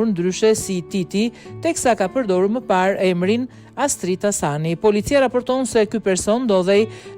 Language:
Albanian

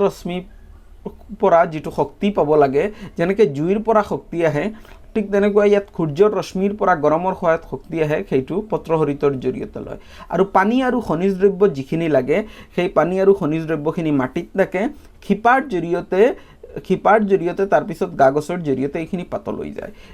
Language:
Assamese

